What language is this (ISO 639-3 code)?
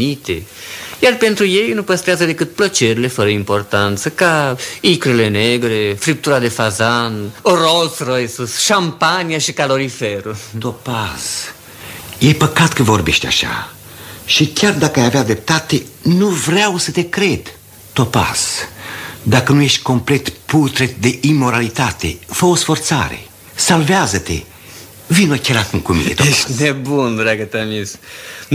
ron